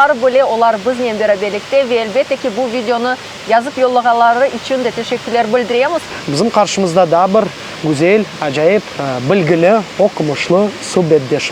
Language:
Crimean Tatar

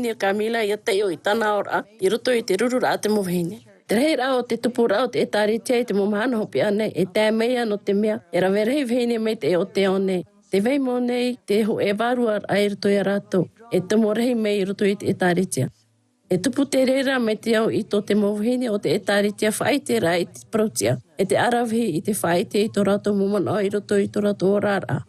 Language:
Tahitian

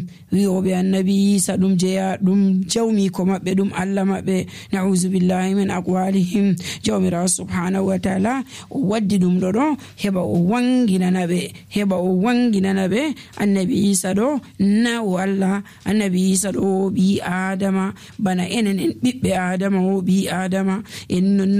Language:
Nigerian Fulfulde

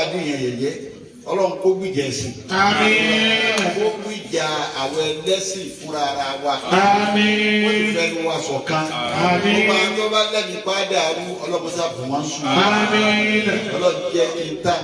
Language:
Yoruba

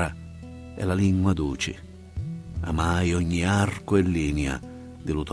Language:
Sicilian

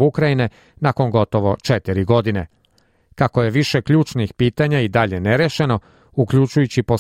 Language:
Serbian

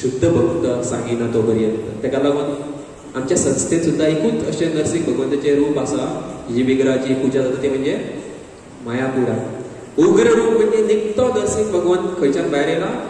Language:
Konkani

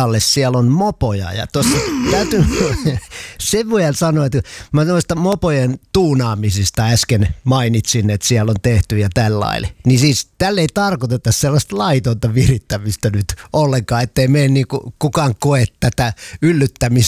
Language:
Finnish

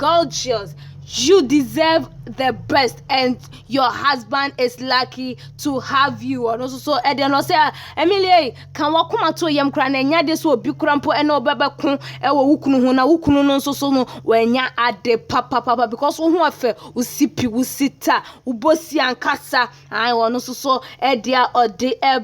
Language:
Akan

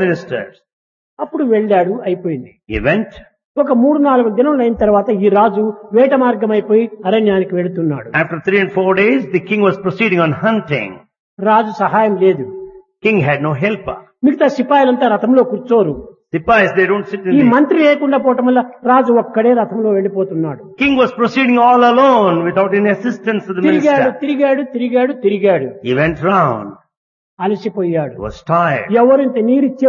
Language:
Telugu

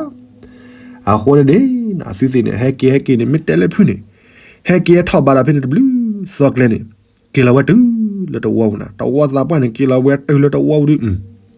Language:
S'gaw Karen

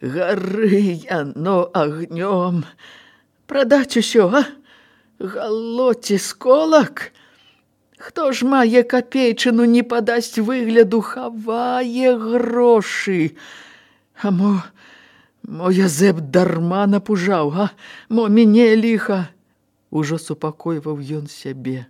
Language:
Belarusian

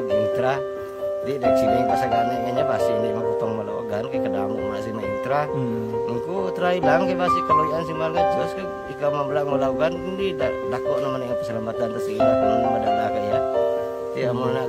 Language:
Hiligaynon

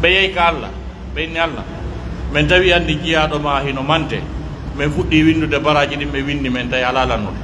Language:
Pular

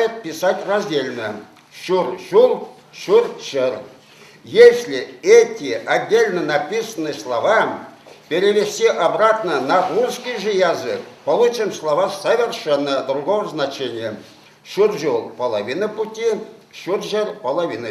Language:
Chuvash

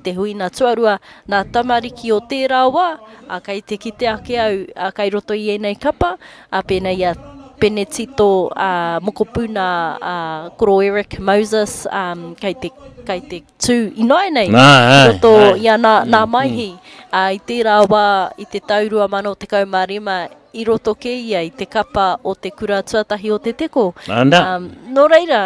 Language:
Māori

